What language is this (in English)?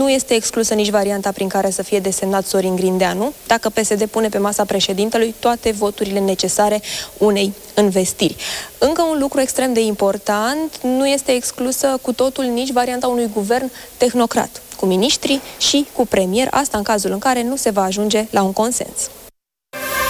Romanian